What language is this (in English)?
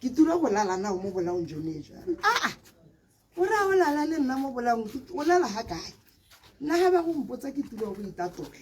Tswana